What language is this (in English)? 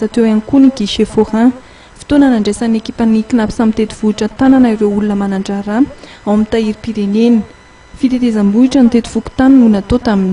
Malagasy